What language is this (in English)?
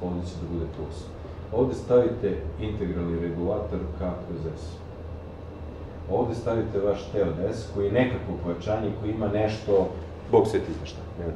Serbian